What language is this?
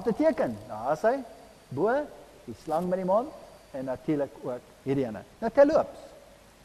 Afrikaans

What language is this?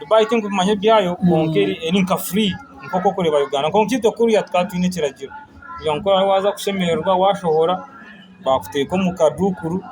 Nyankole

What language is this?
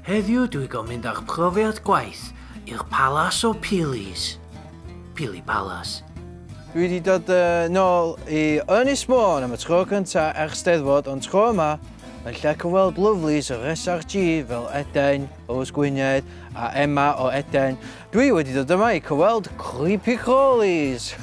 Welsh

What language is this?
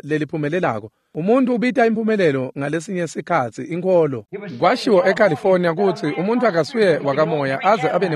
Swati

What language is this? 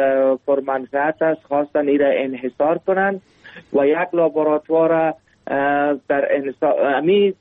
Persian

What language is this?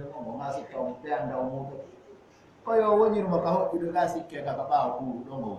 Fula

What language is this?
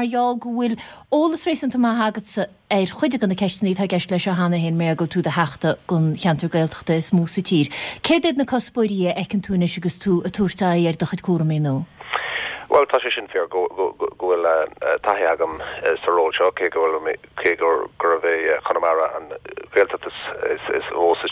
Irish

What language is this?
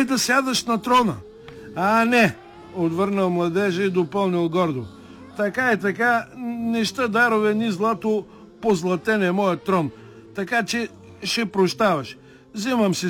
Bulgarian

